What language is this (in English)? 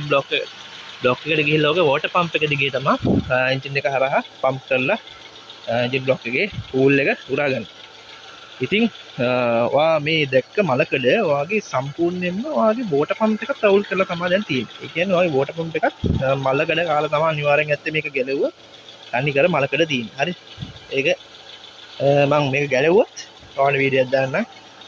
Sinhala